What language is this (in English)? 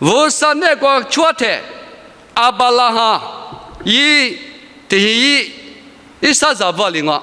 Lisu